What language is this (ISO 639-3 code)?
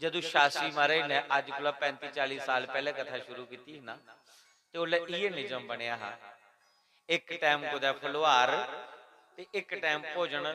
doi